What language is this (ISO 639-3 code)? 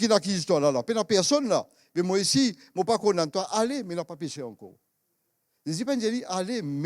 mfe